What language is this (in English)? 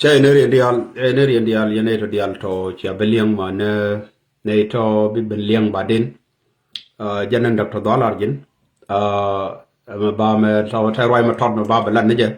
Nuer